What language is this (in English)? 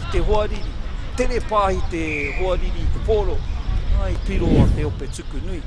Māori